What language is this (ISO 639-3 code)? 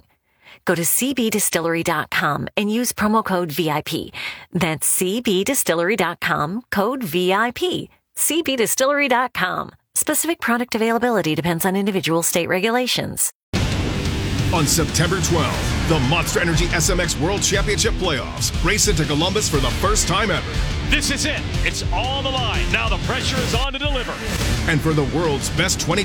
eng